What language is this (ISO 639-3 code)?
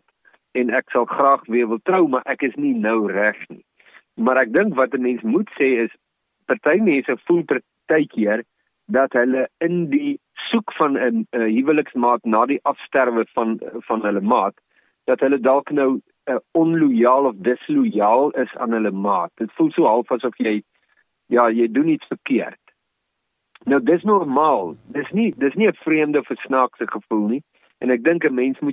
afr